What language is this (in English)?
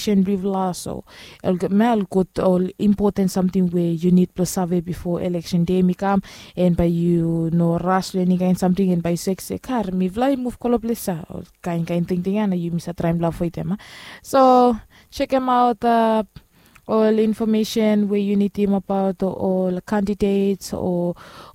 Bislama